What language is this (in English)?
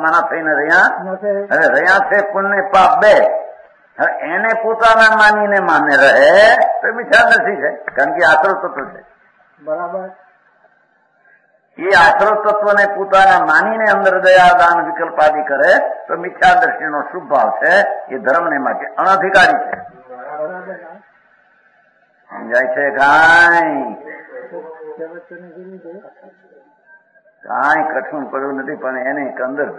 Gujarati